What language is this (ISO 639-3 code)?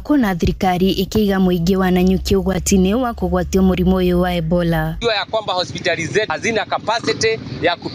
kik